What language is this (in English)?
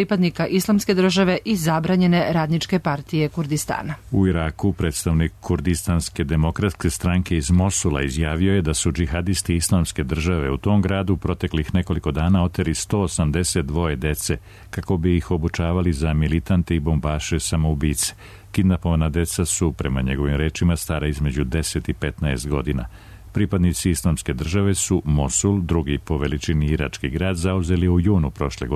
Serbian